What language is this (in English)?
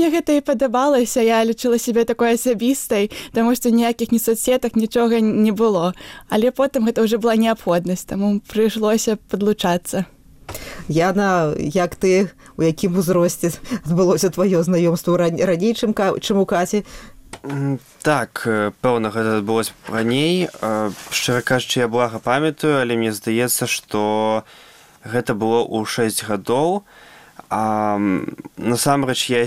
Belarusian